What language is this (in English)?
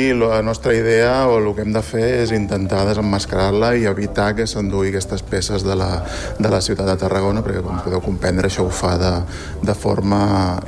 Catalan